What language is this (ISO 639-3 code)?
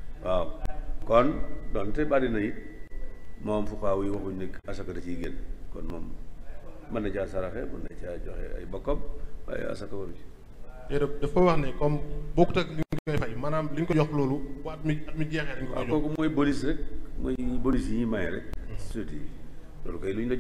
wol